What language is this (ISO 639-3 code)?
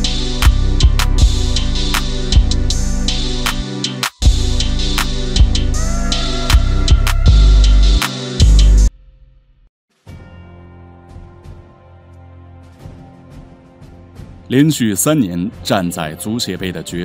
zho